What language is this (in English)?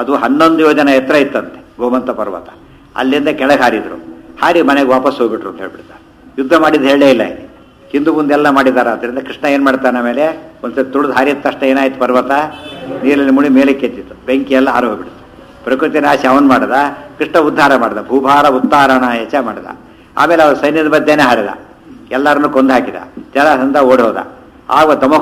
Kannada